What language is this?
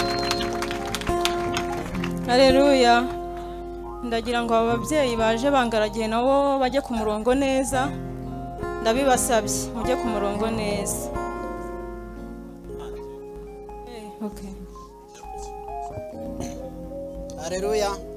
Kinyarwanda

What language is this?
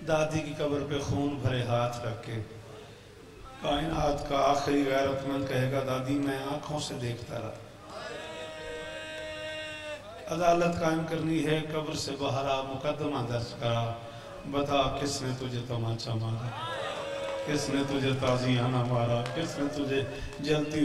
Urdu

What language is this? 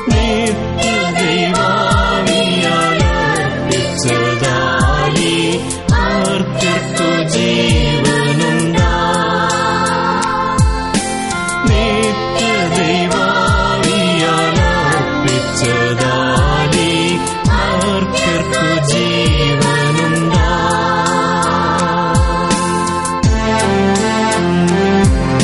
Malayalam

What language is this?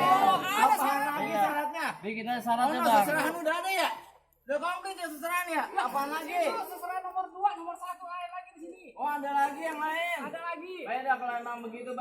Betawi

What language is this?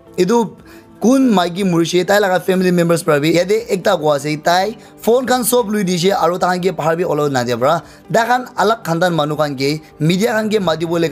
Naga Pidgin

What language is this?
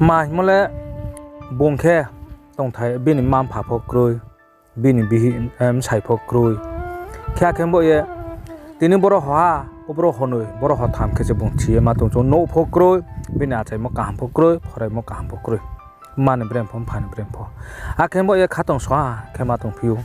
Riang (India)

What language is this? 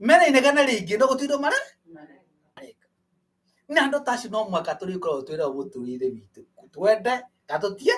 Kikuyu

